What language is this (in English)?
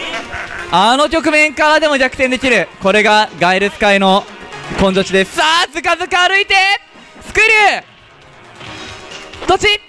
Japanese